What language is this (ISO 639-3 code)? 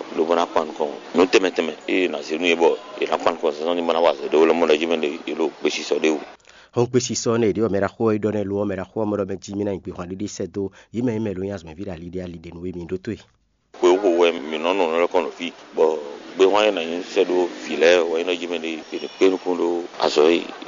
fon